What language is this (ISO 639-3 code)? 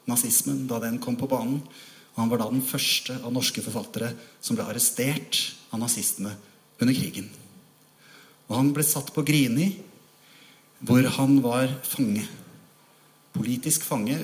nor